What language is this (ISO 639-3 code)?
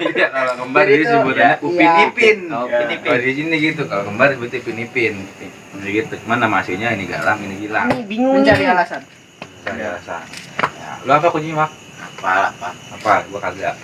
bew